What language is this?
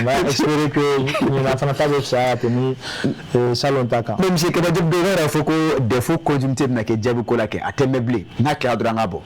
Bambara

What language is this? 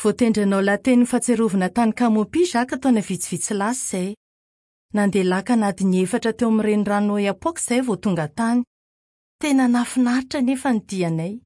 Malagasy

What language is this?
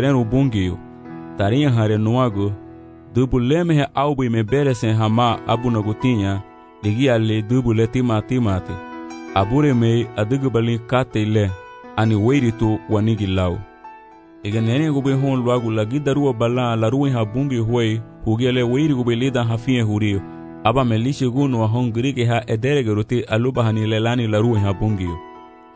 Garifuna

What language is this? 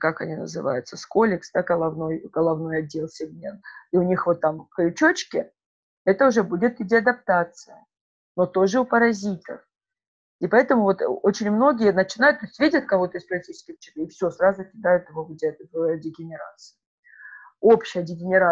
Russian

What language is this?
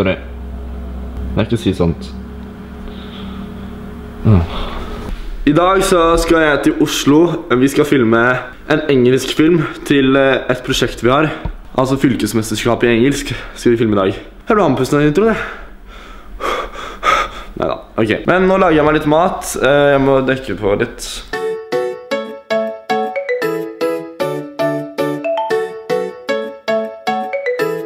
Norwegian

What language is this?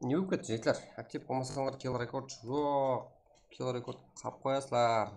Kara-Kalpak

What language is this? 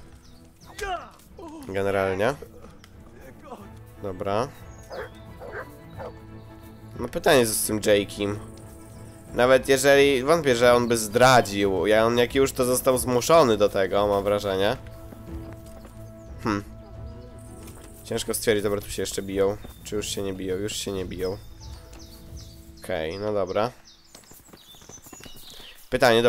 Polish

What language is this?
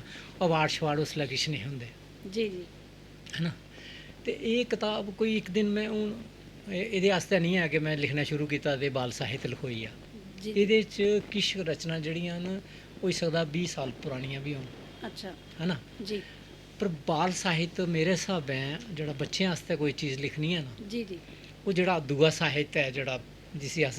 Dogri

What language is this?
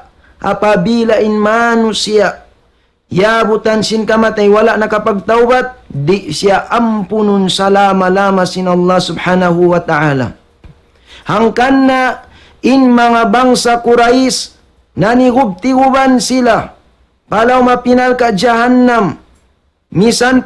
Tausug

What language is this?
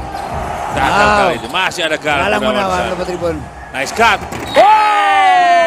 Indonesian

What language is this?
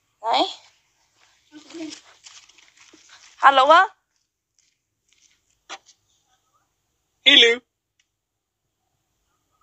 Swedish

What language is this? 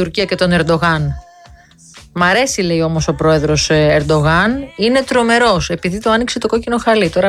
Greek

